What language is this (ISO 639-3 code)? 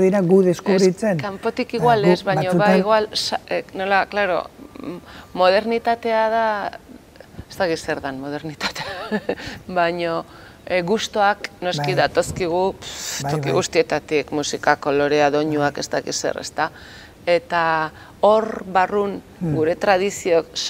eus